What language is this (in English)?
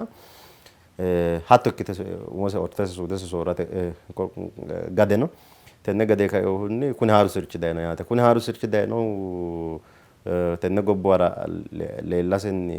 Sidamo